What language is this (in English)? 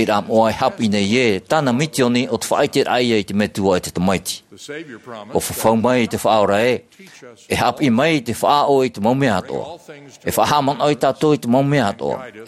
Tahitian